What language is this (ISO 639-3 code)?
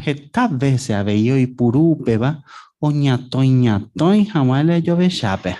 grn